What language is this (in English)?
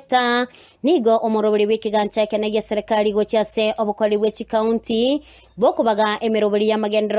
Gusii